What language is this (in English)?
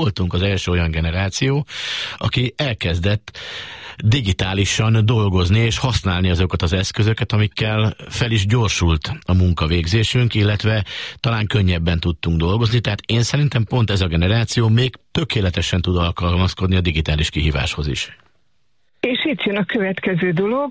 Hungarian